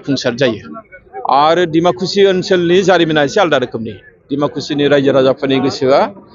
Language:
Bodo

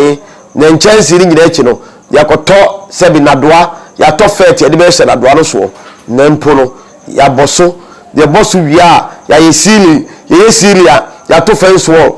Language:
Akan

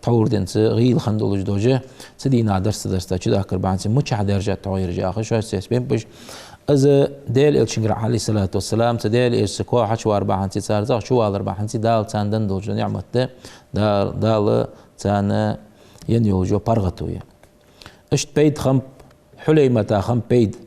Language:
Ingush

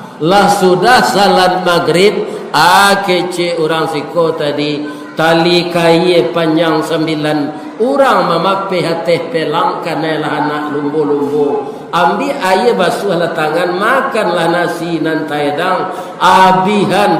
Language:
Minangkabau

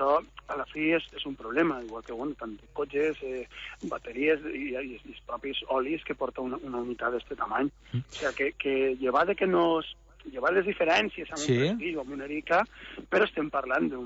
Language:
Catalan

